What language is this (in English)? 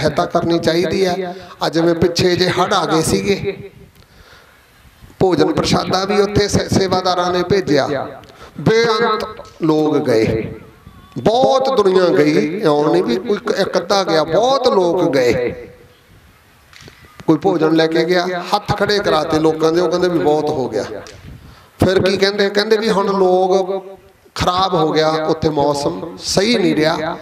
Punjabi